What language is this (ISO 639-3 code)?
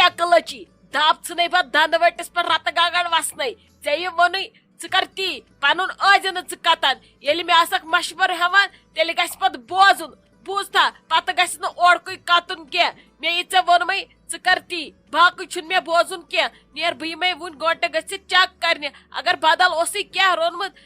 kas